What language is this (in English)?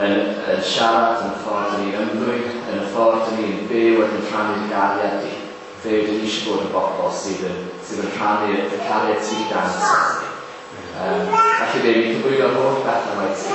Welsh